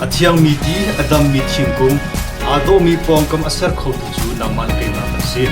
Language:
Hakha Chin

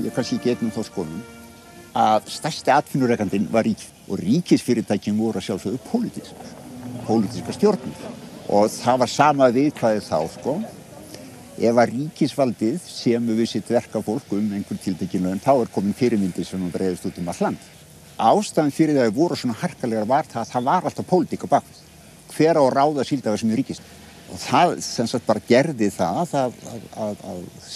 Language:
Icelandic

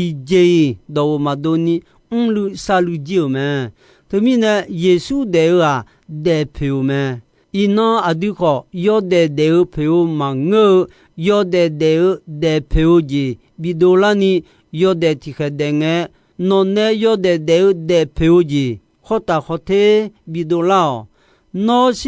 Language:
Akha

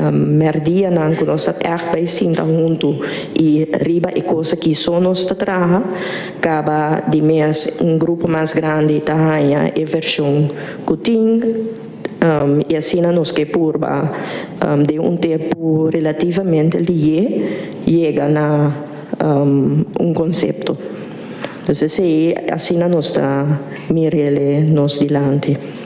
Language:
Papiamento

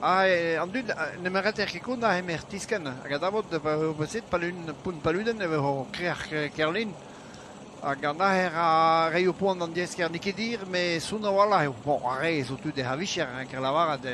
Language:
Breton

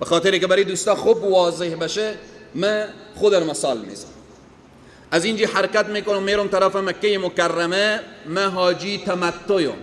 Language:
Persian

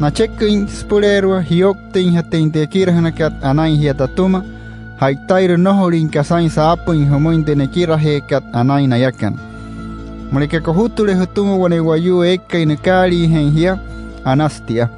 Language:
Wayuu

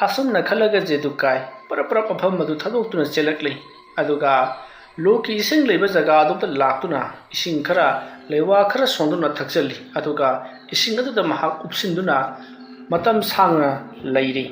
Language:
Manipuri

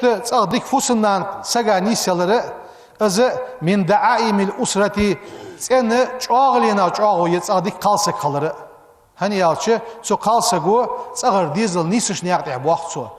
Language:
Ingush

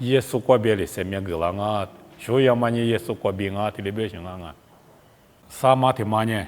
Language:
Lisu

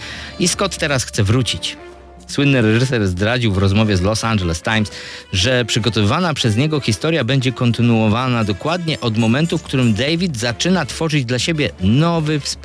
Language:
Polish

